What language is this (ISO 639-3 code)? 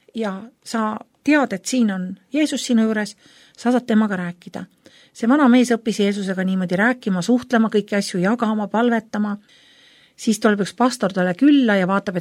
est